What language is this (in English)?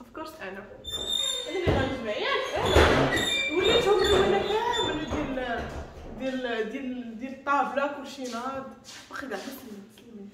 Moroccan Arabic